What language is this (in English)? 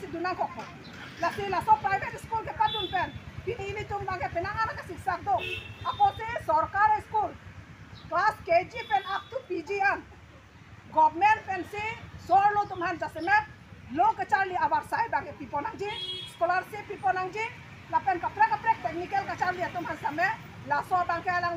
Karbi